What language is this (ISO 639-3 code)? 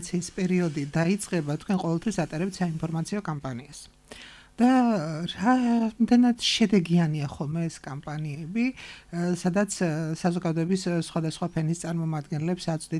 kat